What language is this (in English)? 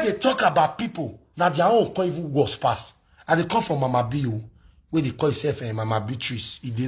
Nigerian Pidgin